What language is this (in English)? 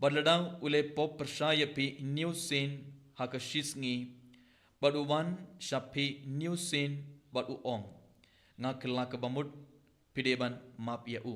Khasi